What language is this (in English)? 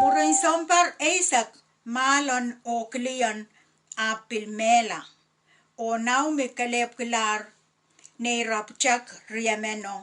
Pohnpeian